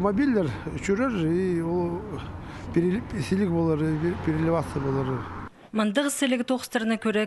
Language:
Khakas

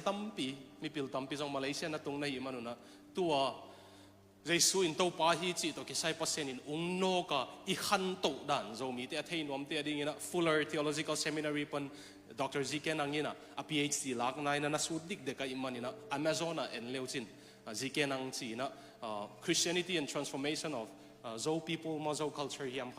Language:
Tedim Chin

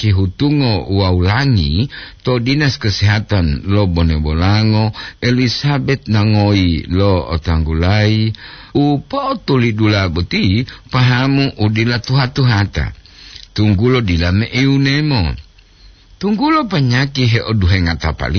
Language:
Gorontalo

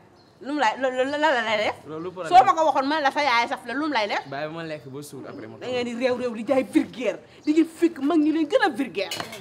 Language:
Wolof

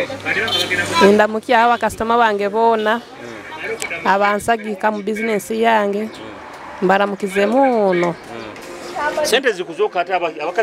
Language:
Nyoro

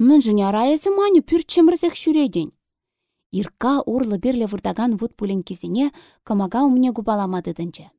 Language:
Chuvash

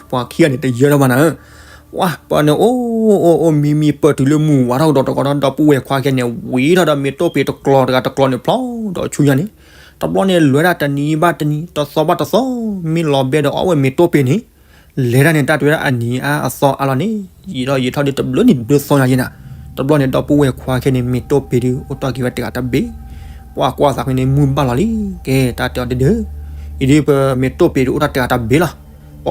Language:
S'gaw Karen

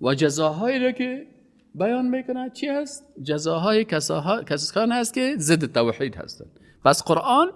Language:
Persian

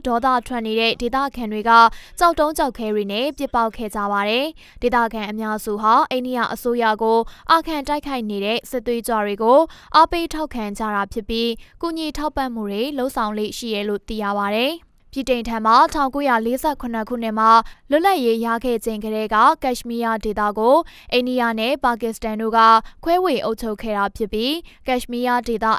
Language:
Burmese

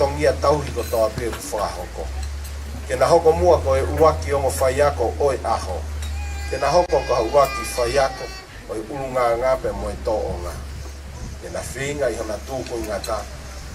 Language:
Tongan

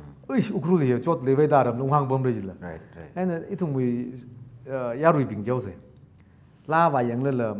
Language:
Tangkhul Naga (India)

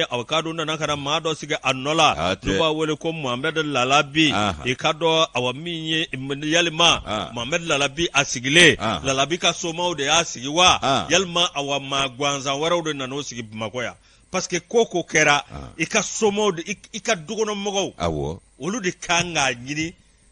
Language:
Bambara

